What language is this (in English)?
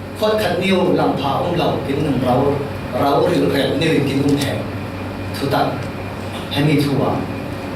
Falam Chin